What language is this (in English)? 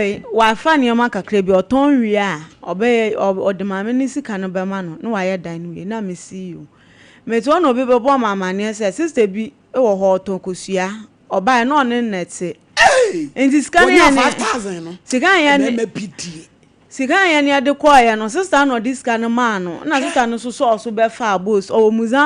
Akan